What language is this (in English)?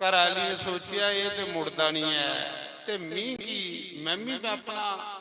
Dogri